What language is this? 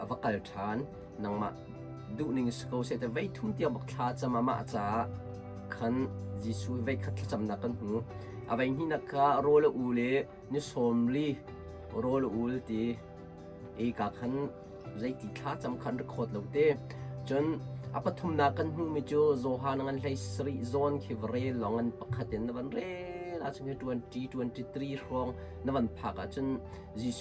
Hakha Chin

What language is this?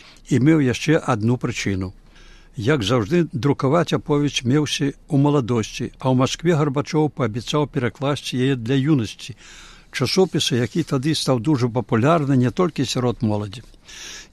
Belarusian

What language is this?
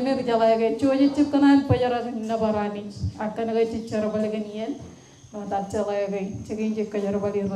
Marshallese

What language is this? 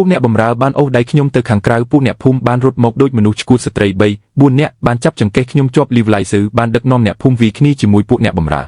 Khmer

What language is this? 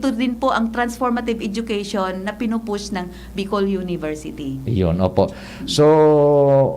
Bikol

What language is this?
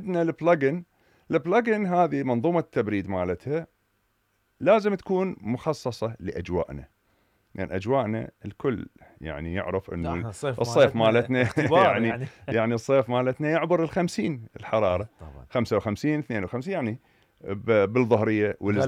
Mesopotamian Arabic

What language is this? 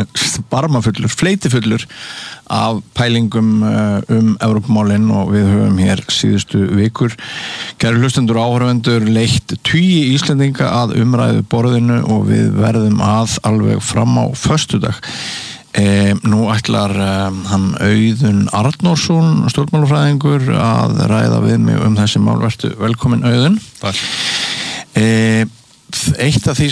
Icelandic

